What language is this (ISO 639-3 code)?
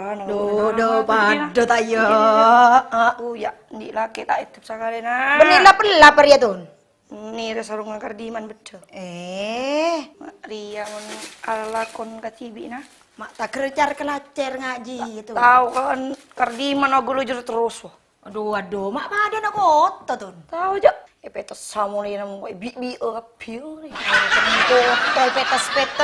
mad